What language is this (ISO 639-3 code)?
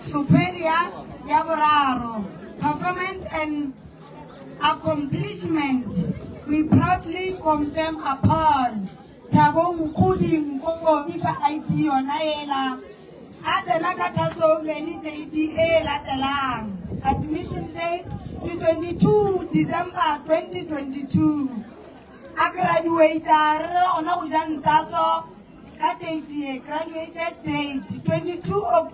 nso